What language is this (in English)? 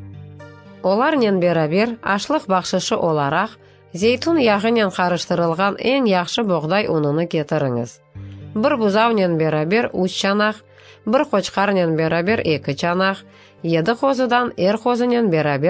Crimean Tatar